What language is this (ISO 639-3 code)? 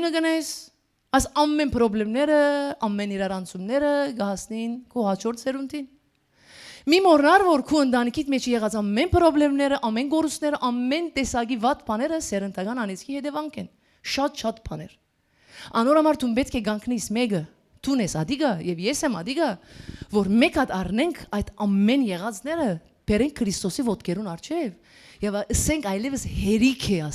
hyw